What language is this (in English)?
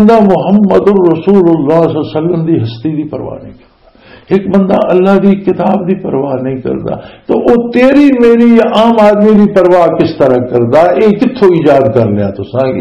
Western Panjabi